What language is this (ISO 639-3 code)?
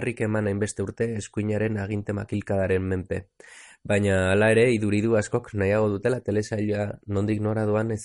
eus